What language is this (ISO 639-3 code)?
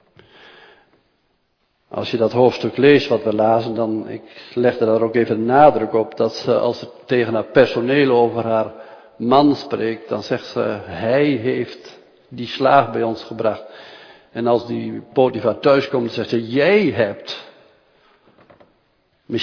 nld